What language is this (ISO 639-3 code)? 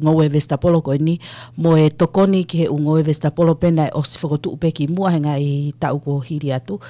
ton